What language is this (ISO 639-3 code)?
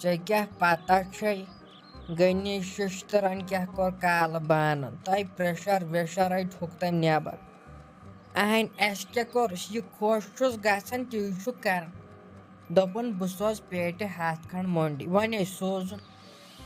kas